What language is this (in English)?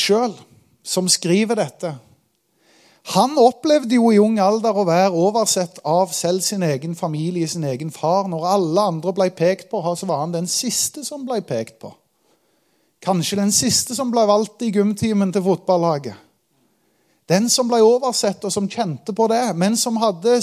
Norwegian